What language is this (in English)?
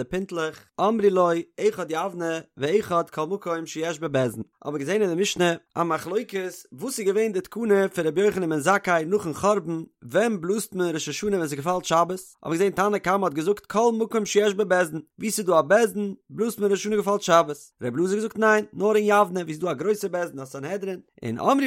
Yiddish